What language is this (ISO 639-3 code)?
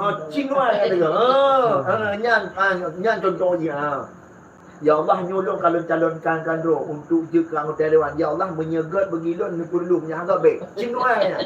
ace